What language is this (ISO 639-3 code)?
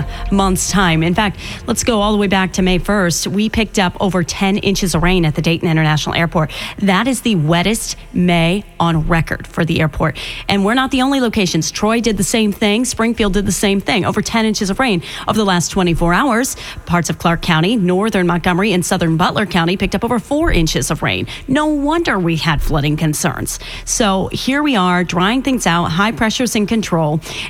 eng